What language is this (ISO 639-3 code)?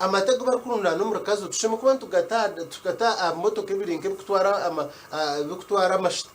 nyn